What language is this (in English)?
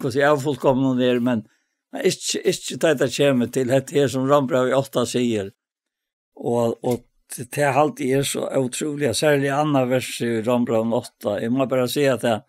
Faroese